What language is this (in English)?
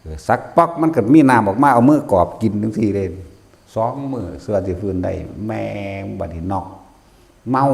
Northeastern Thai